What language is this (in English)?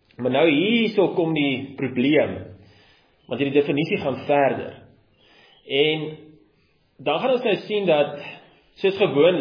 Afrikaans